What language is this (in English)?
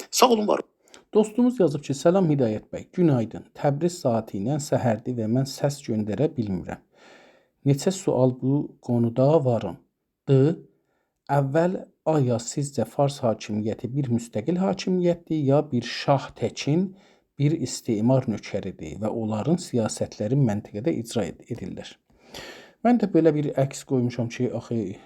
South Azerbaijani